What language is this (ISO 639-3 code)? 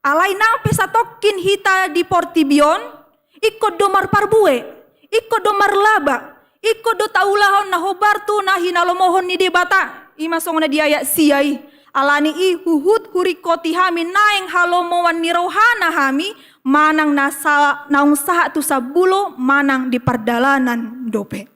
bbc